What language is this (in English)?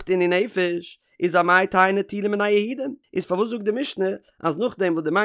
Yiddish